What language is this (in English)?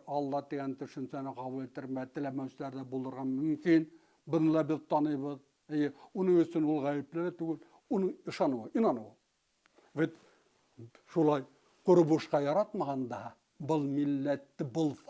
Bashkir